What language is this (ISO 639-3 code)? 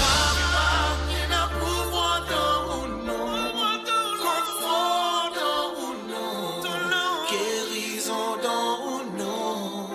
mfe